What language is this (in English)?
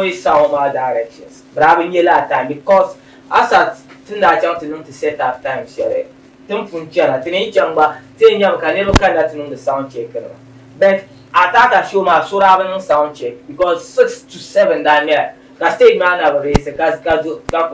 Dagbani